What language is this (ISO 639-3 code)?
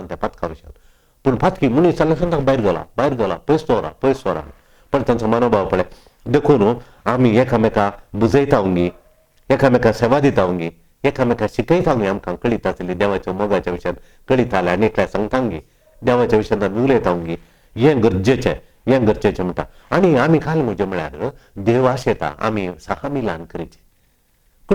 kok